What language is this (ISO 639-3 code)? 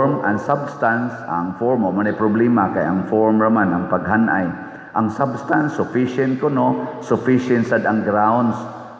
ceb